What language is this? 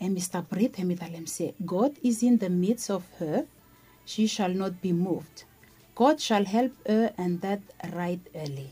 Bislama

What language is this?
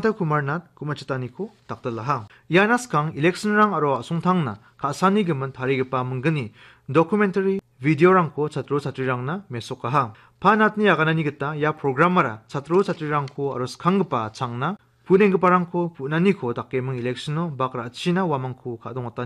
Garo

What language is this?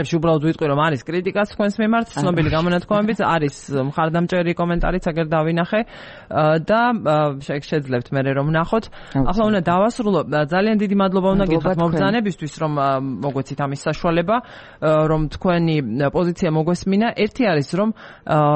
Georgian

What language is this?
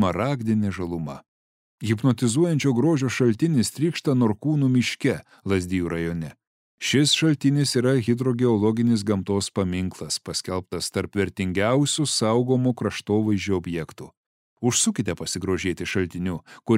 Lithuanian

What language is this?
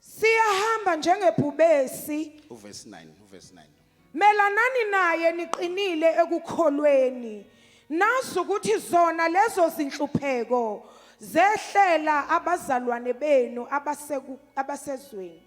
Zulu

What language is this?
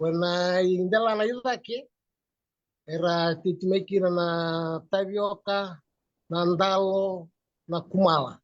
Fijian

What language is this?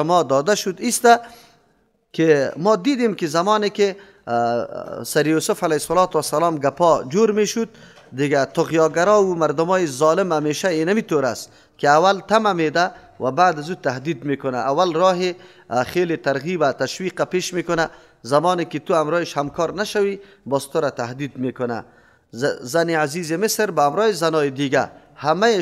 Persian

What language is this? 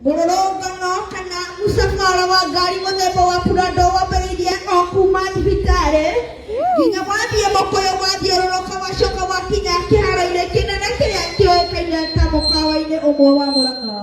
Kikuyu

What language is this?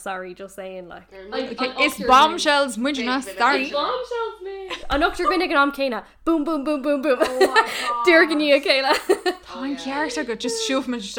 Irish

